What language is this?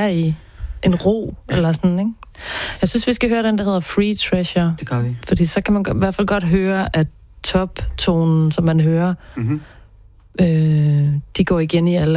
Danish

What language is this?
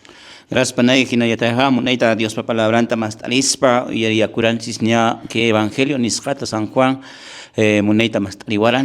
Quechua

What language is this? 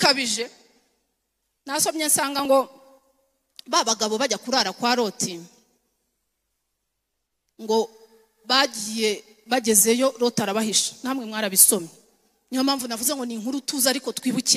Kinyarwanda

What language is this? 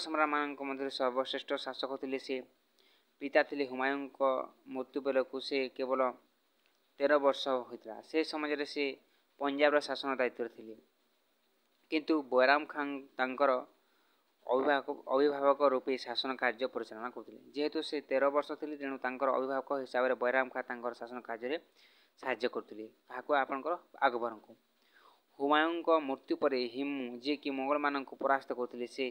Odia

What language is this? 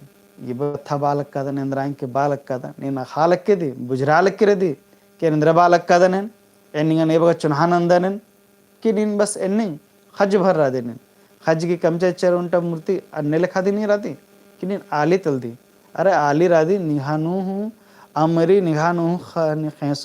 Kurukh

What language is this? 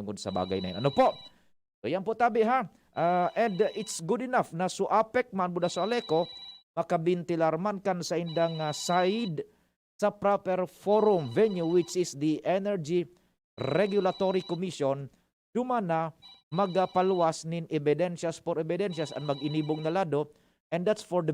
Bikol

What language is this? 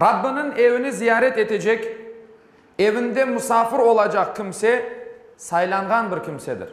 Crimean Tatar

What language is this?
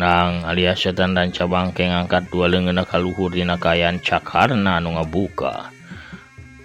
Sundanese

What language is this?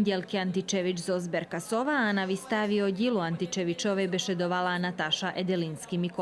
Rusyn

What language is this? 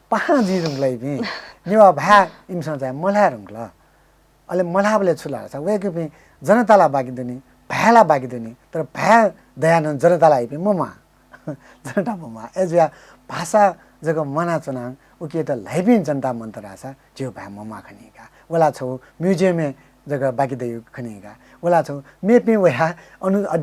Newari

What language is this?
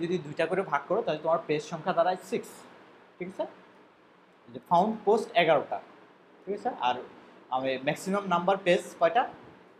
Bangla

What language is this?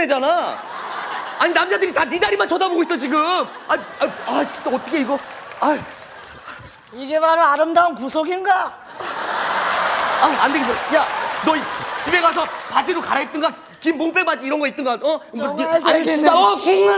Korean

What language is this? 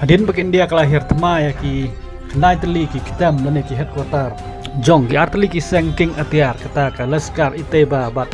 Khasi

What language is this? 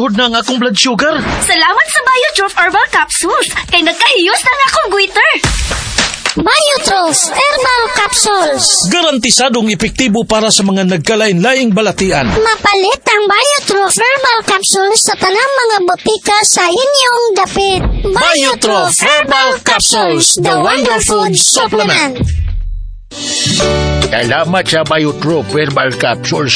Cebuano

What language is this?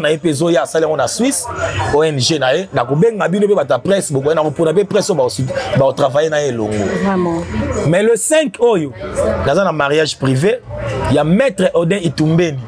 Lingala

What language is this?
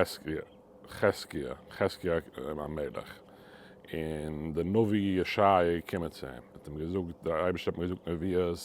Yiddish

